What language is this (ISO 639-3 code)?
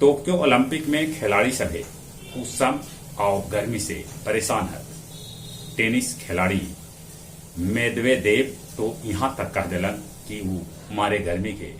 mag